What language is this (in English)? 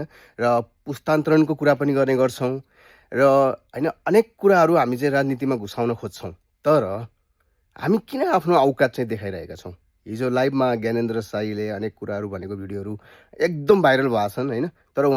Nepali